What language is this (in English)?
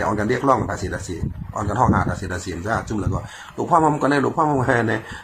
Shan